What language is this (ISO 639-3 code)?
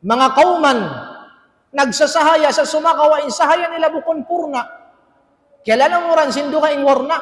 tsg